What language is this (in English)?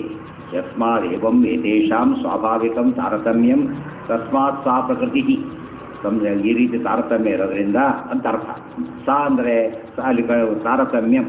Kannada